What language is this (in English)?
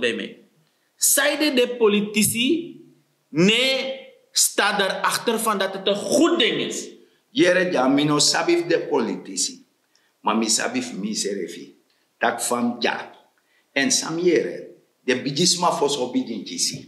Sranan Tongo